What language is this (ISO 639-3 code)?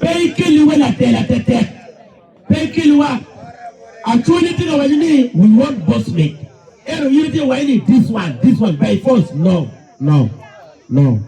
ach